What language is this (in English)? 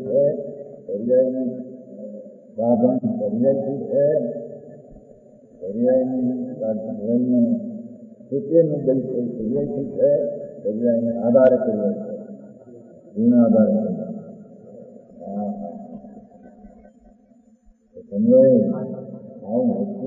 Gujarati